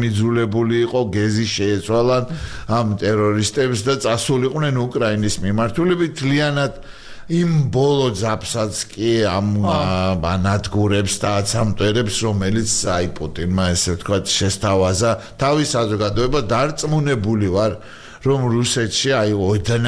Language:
Georgian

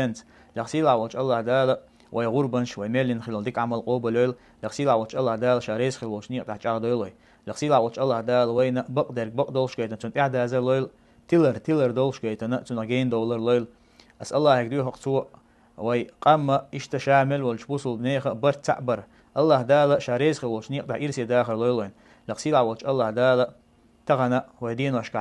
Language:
Chechen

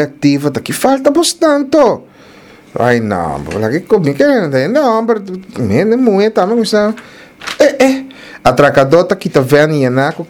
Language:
Papiamento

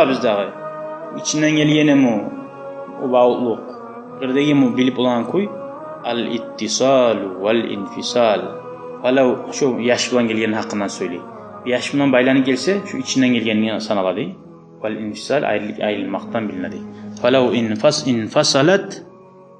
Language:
Kumyk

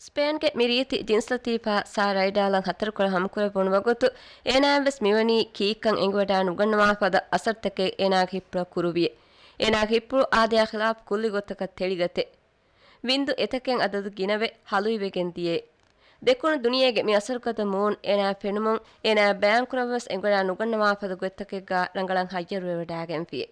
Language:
Divehi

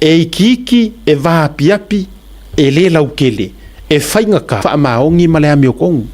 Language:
Samoan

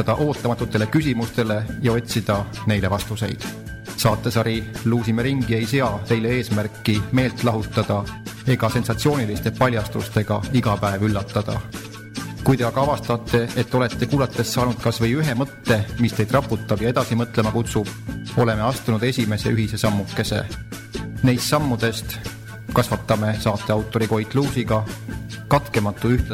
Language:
Estonian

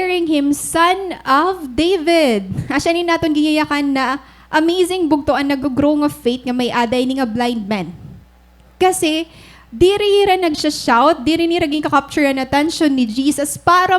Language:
Waray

